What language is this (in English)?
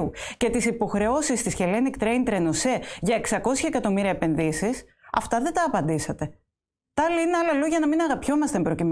Greek